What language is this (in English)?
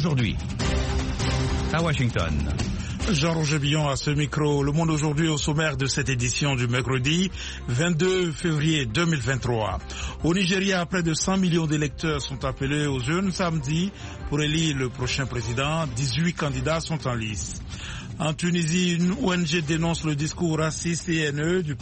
French